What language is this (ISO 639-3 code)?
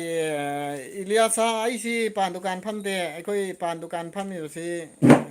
mni